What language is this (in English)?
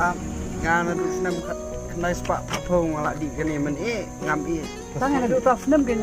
Khasi